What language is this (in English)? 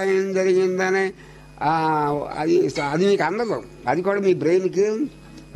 Telugu